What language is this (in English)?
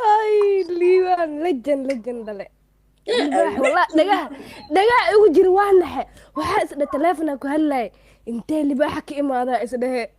Somali